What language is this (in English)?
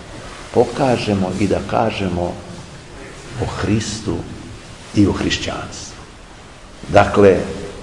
Serbian